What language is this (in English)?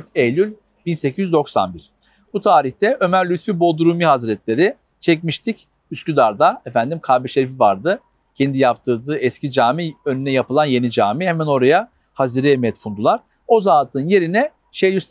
Turkish